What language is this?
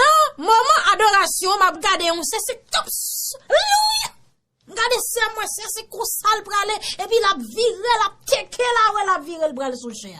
Haitian Creole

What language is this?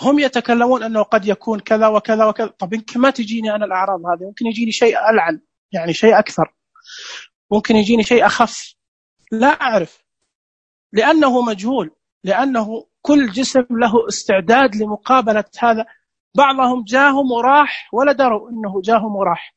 Najdi Arabic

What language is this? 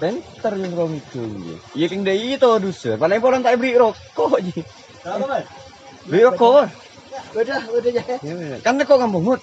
Madurese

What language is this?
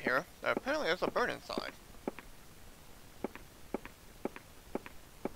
English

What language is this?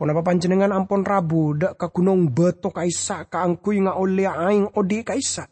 Madurese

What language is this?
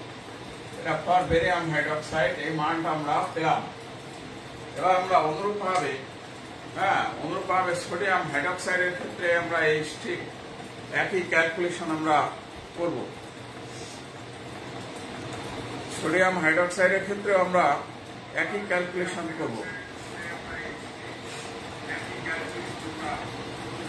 Bangla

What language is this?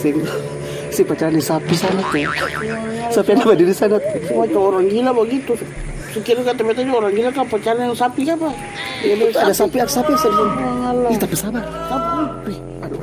Ambonese Malay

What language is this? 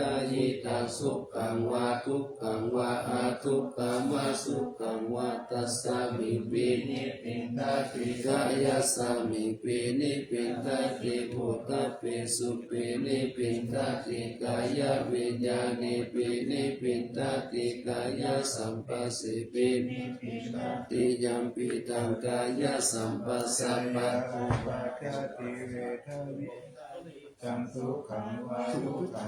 Pali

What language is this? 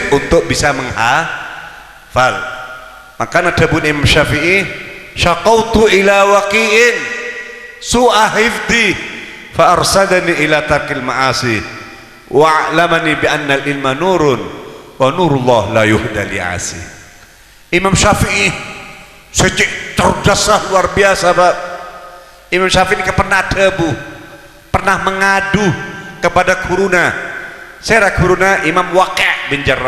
Madurese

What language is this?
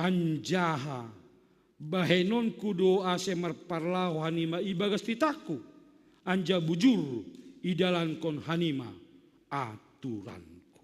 Batak Simalungun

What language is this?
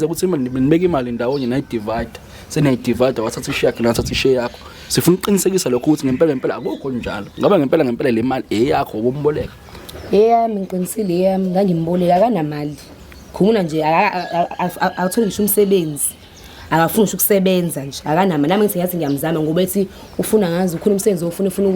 Zulu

